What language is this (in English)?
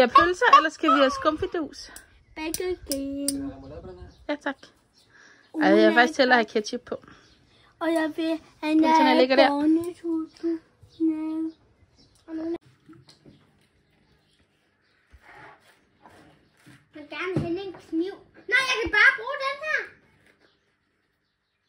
Danish